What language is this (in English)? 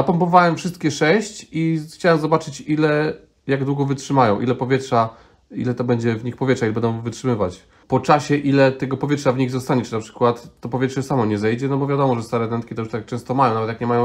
Polish